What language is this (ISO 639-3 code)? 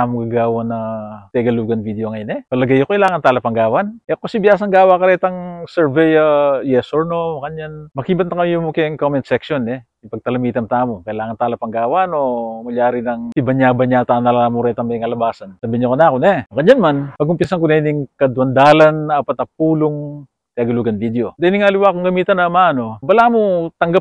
pam